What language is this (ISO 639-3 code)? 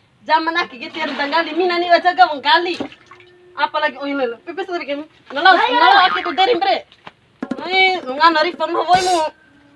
bhp